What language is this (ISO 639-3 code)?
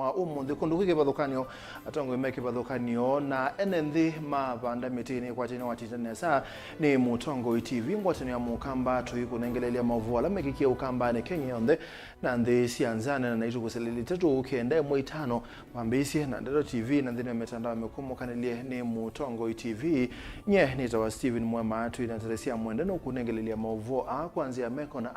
kam